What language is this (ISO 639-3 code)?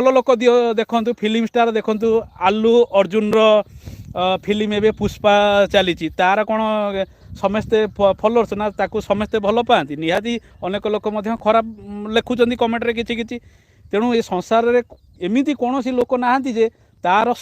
ori